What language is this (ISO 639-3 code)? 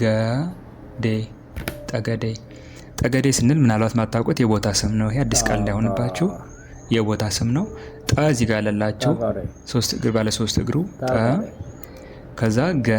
amh